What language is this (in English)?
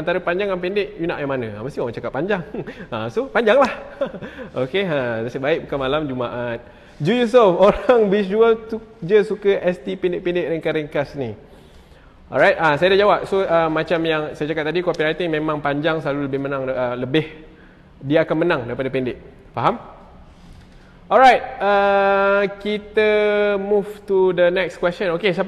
Malay